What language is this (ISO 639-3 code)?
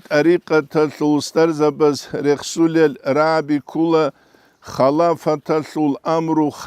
ava